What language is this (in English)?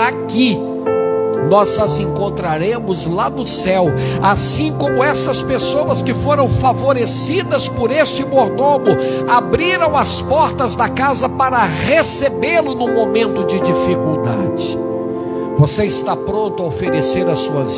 Portuguese